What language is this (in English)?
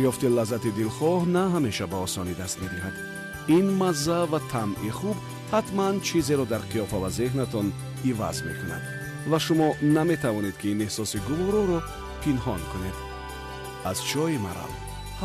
Tajik